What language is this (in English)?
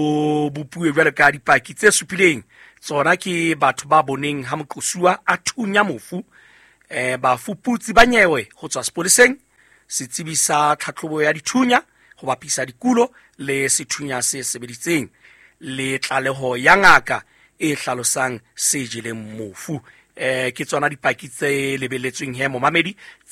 Southern Sotho